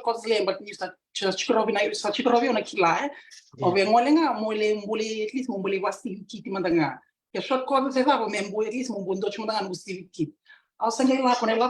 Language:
Fijian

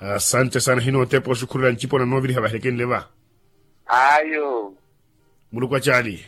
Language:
Makhuwa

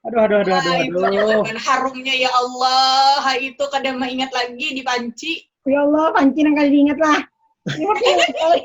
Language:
Banjar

